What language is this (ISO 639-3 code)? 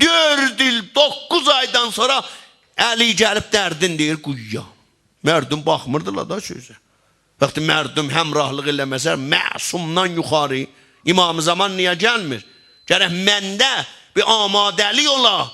azb